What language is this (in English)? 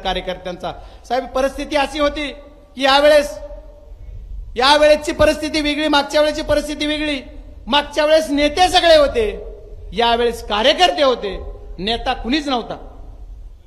Marathi